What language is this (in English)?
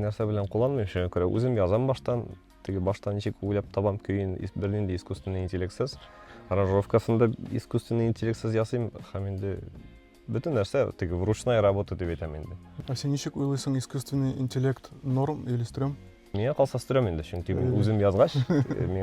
Tatar